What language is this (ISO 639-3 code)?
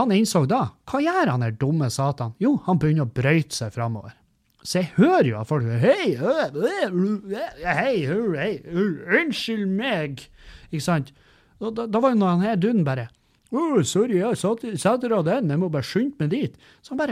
nor